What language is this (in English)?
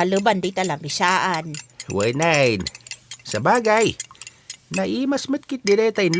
Iloko